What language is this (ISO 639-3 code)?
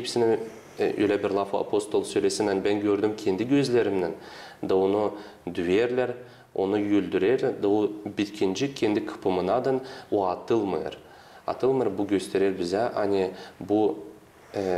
gag